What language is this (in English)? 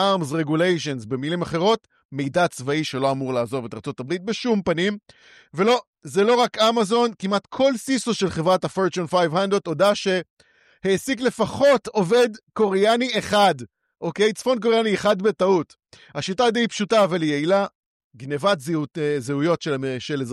Hebrew